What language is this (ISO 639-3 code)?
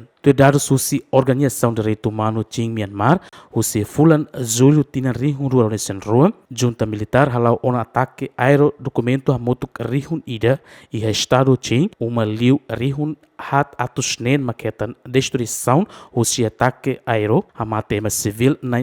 tet